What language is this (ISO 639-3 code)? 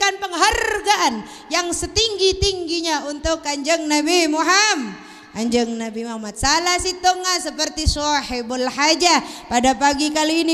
mad